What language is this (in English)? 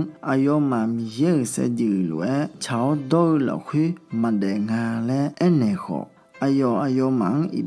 Akha